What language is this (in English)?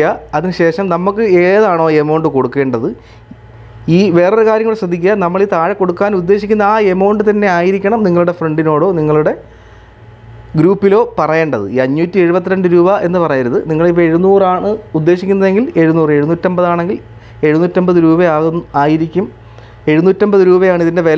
Malayalam